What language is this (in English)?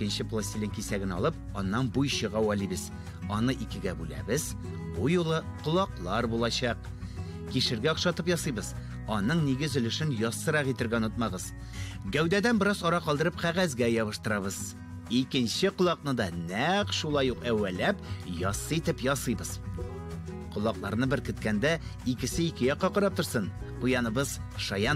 Tatar